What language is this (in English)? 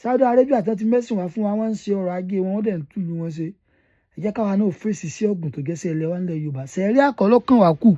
Yoruba